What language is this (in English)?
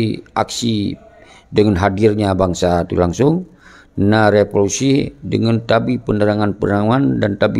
Achinese